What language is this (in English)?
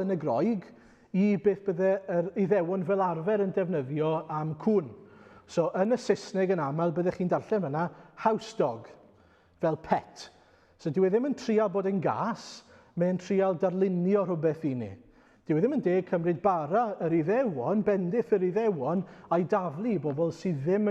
Welsh